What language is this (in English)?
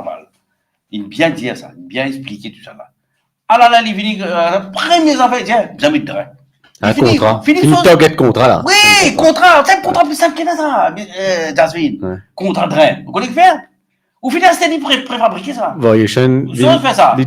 Morisyen